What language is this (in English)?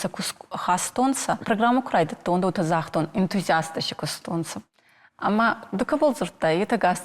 Ossetic